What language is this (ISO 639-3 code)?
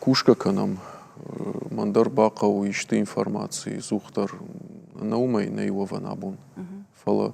oss